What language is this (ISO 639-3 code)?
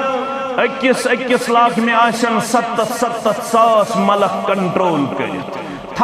kas